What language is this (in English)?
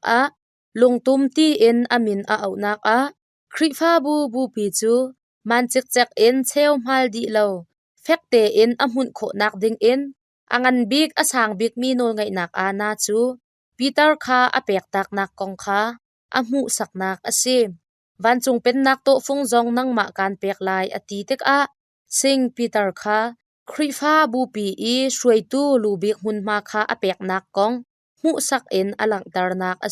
Hakha Chin